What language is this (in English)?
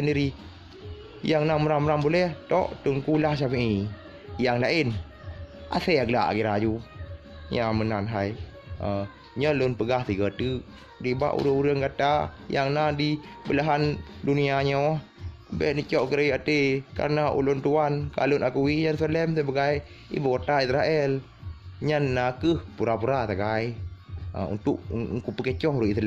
Achinese